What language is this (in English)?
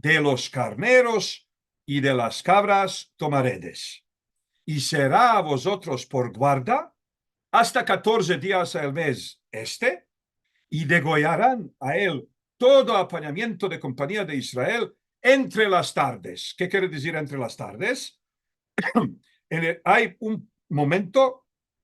Ladino